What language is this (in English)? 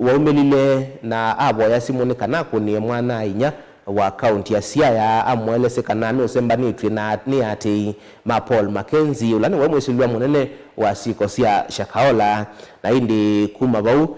Kamba